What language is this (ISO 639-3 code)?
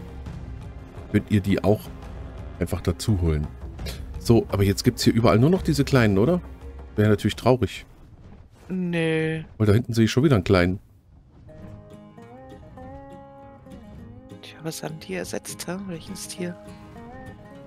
deu